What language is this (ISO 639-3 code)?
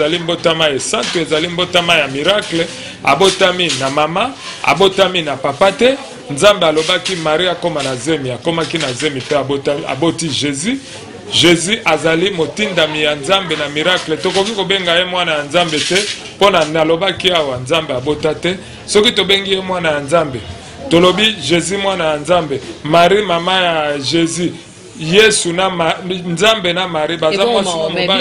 lin